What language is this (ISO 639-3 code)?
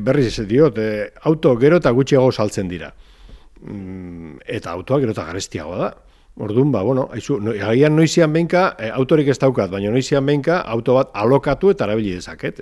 eus